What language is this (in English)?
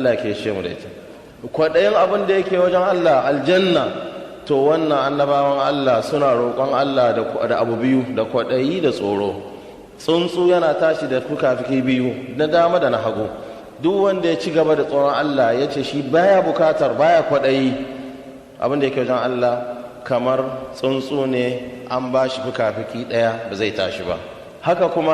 Hausa